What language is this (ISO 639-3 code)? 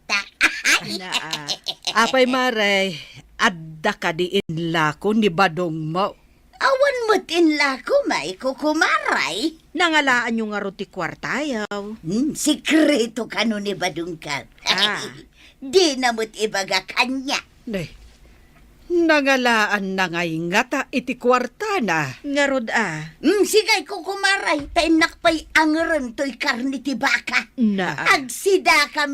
ilo